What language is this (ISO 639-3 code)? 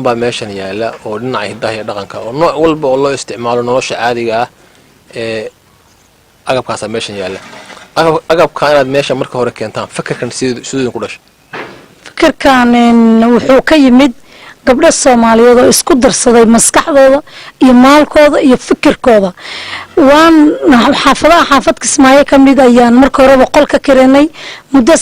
som